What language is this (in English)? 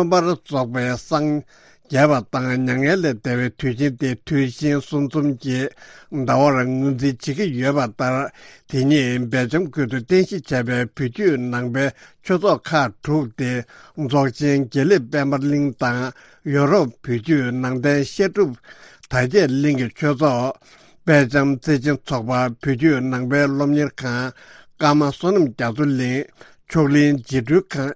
Tibetan